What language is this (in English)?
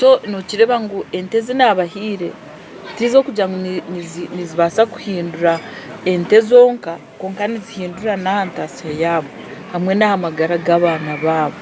Nyankole